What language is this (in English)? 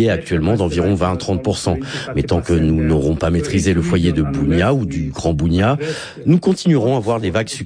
French